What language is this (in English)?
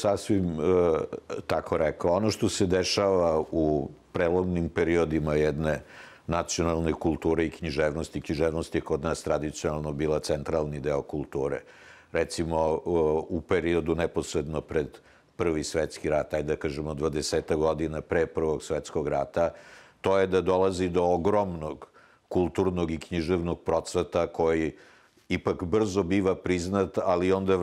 Serbian